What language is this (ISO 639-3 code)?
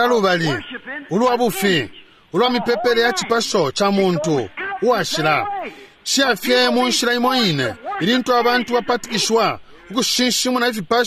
bem